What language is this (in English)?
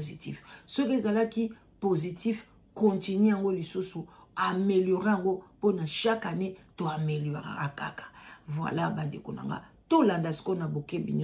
Lingala